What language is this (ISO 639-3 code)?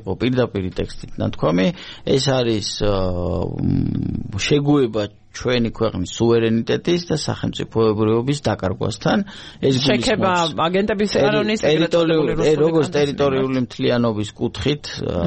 kat